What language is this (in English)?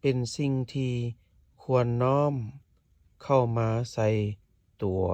Lao